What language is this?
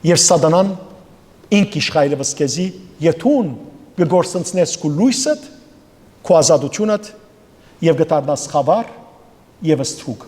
Western Armenian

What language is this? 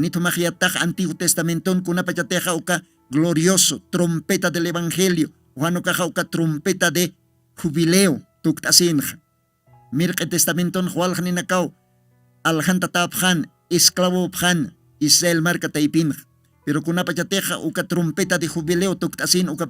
Aymara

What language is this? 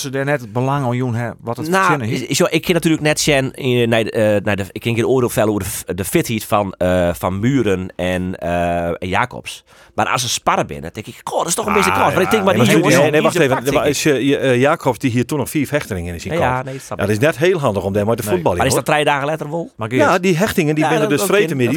Western Frisian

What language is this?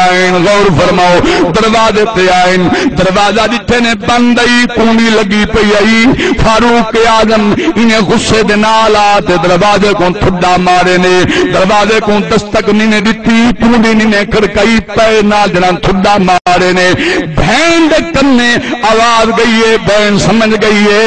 Saraiki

